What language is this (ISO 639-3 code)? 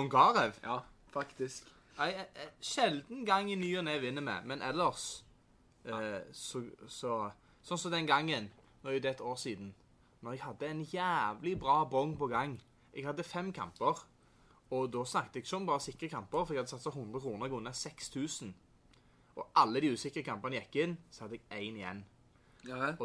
nor